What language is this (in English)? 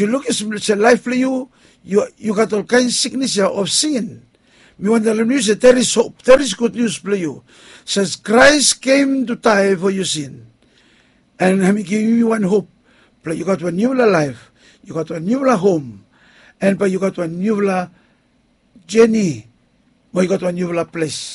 Bislama